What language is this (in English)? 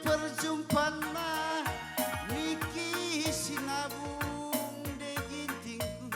Batak Karo